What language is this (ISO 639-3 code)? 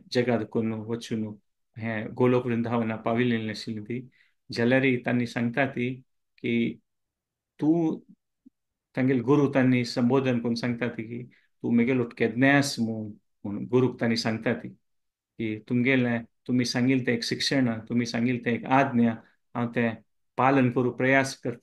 kok